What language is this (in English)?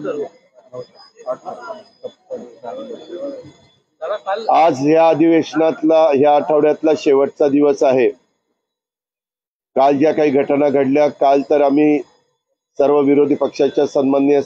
Marathi